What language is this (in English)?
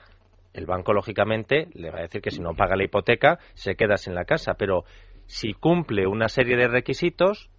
Spanish